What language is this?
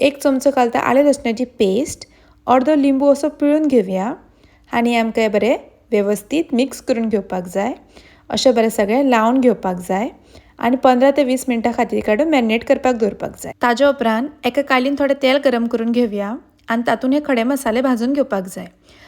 Konkani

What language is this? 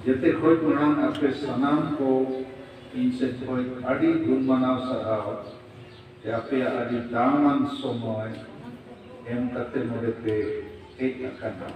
Santali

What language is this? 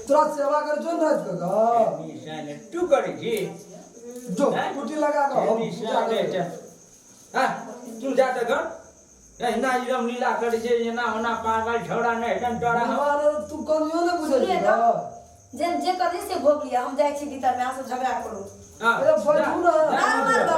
Maithili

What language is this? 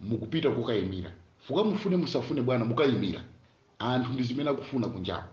Nyanja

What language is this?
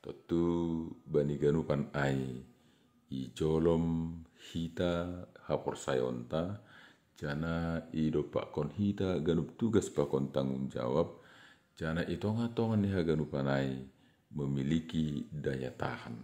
Batak Simalungun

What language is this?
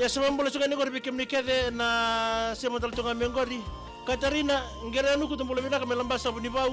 Fijian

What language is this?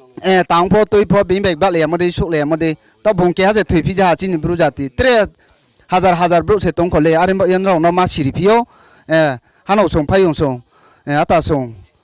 Riang (India)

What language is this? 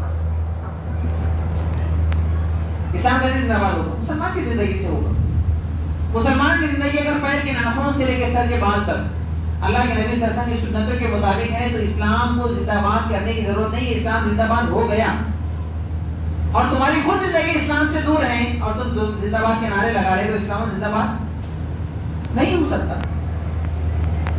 Urdu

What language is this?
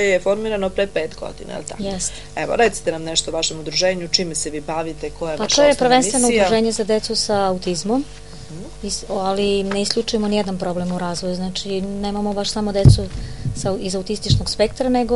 Serbian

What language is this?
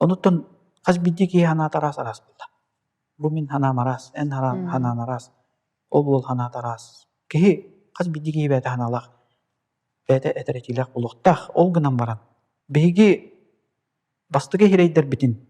Yakut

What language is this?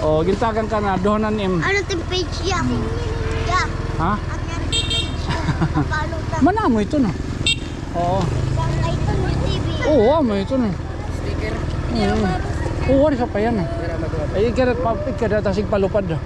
Waray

